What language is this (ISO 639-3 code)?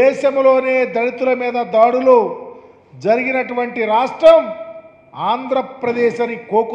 tel